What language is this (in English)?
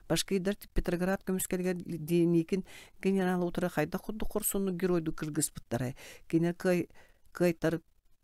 Yakut